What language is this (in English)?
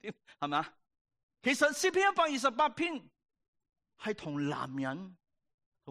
Cantonese